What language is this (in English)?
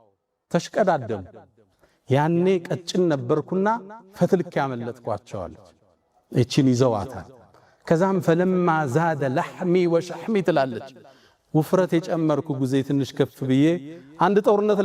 Amharic